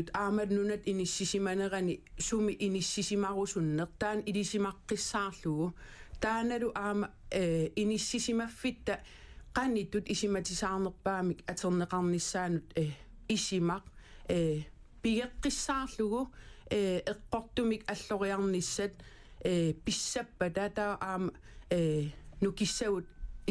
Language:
Kalaallisut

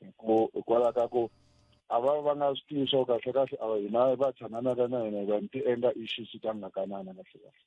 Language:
Tsonga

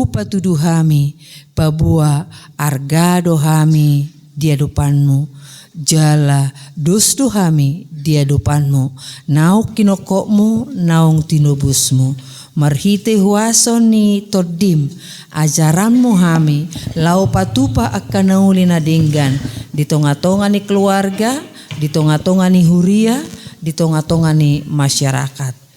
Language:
Batak Toba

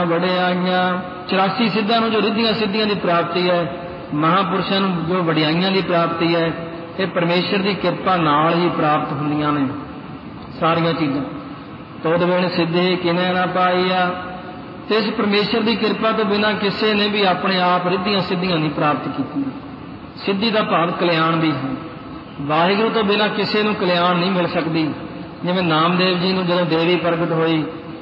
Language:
Punjabi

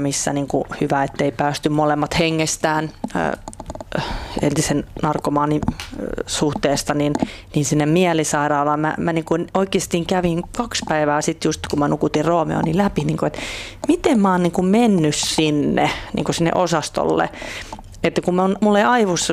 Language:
Finnish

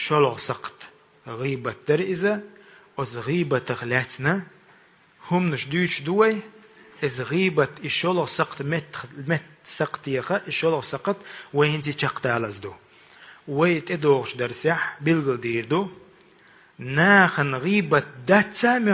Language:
Chechen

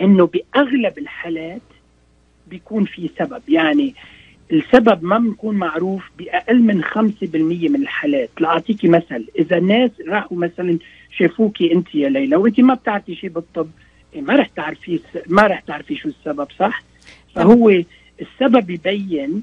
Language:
North Levantine Arabic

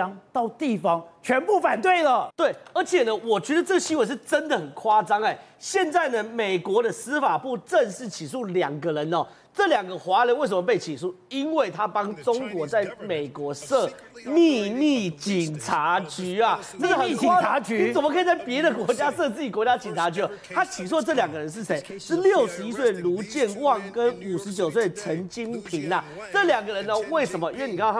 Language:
Chinese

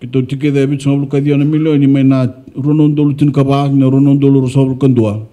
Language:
Fijian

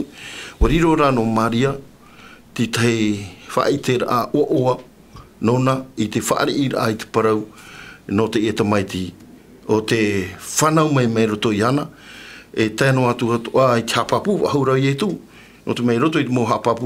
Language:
Tahitian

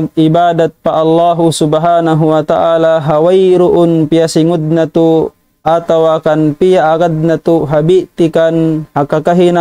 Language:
Tausug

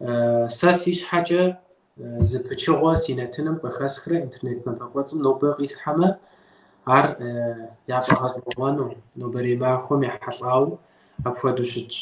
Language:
Kabardian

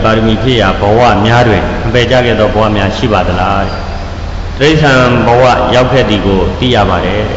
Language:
Burmese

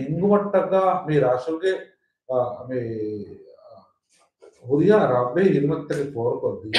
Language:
Divehi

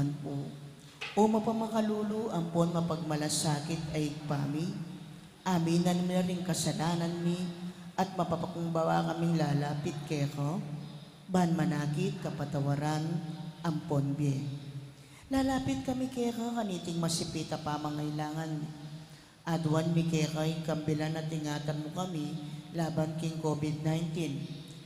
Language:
Pampanga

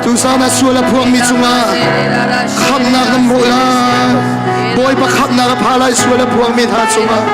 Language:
Hakha Chin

